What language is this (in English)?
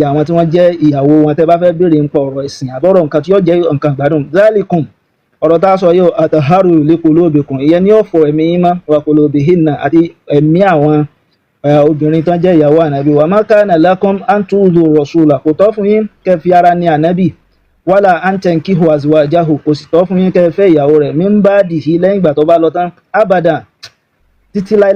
Yoruba